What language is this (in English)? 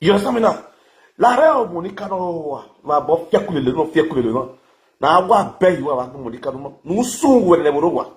Nigerian Pidgin